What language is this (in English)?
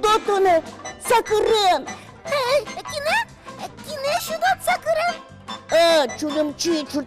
Udmurt